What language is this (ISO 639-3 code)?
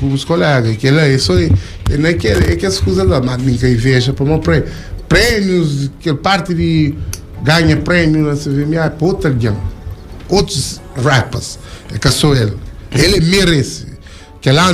kea